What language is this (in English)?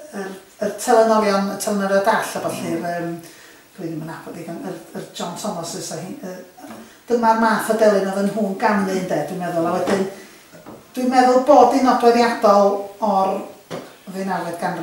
Welsh